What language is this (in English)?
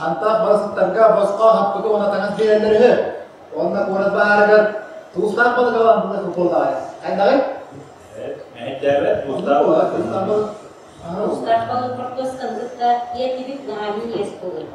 Yakut